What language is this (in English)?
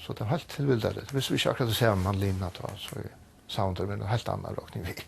Faroese